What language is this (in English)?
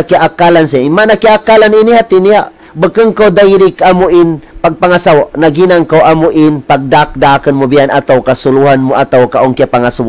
Tausug